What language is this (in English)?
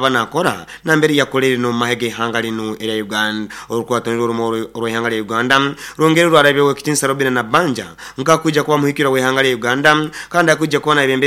Nyoro